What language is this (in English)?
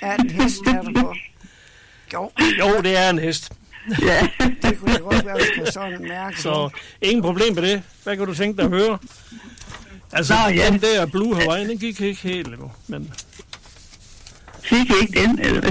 Danish